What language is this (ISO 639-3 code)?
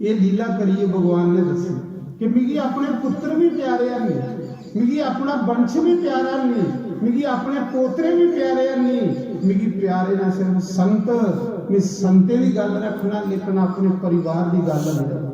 doi